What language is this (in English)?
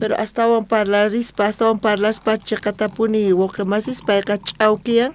South Bolivian Quechua